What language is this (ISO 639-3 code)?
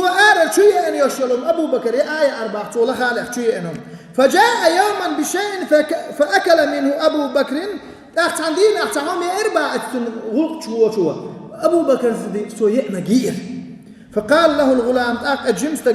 che